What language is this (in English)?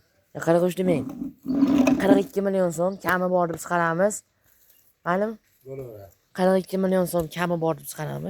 Uzbek